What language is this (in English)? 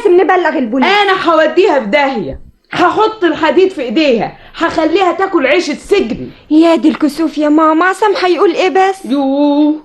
Egyptian Arabic